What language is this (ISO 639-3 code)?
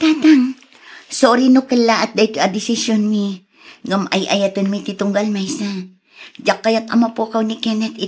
ilo